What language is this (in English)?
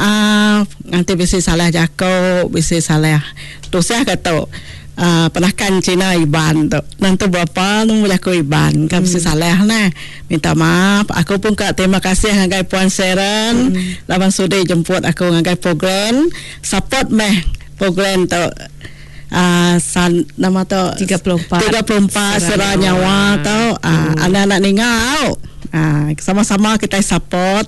Iban